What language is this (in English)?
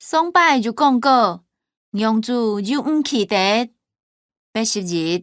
Hakka Chinese